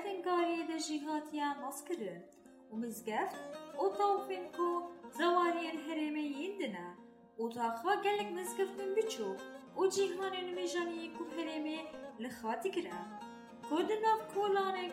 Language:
Kurdish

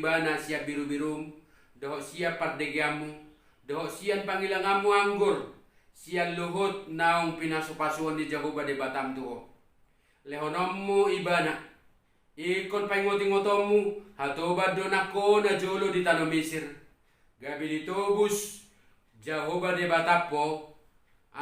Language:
Batak Toba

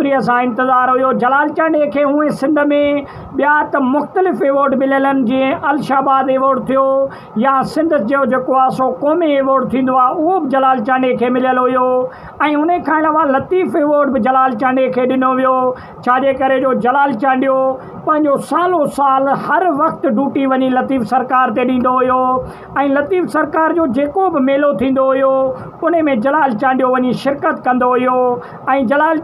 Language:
Sindhi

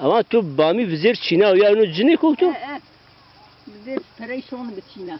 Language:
Zaza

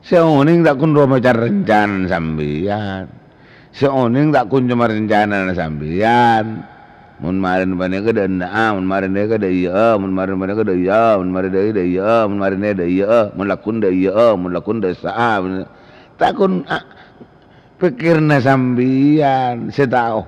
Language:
Madurese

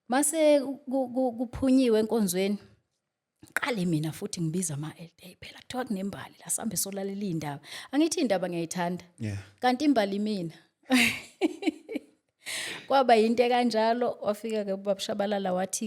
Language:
Zulu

